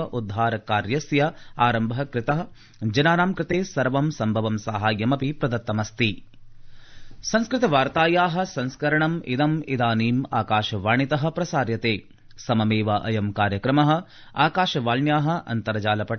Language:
Sanskrit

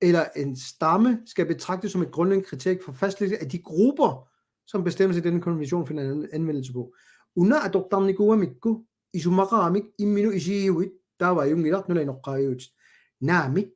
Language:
Kalaallisut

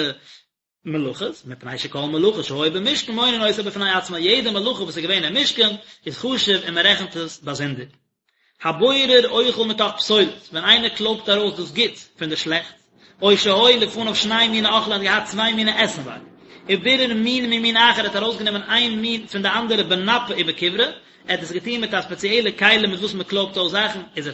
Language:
Yiddish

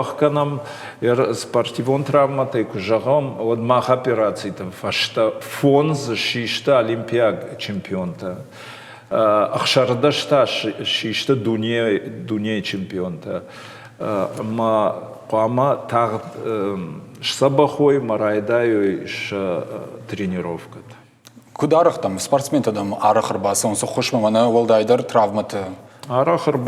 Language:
Ossetic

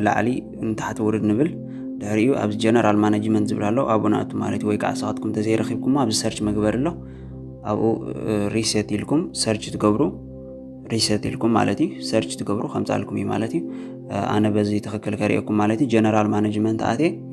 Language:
Tigrinya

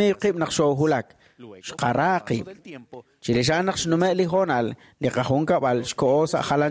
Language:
Kekchí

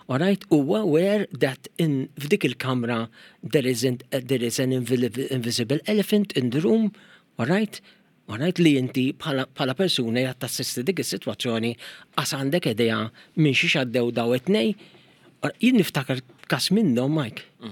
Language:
Maltese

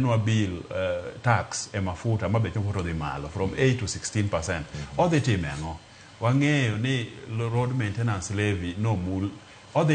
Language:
Luo (Kenya and Tanzania)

